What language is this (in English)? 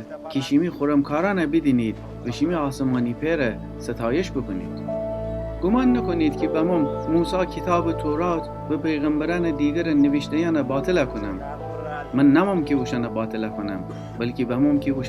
Gilaki